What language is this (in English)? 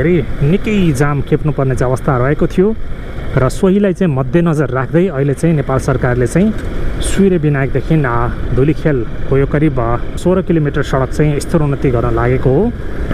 Nepali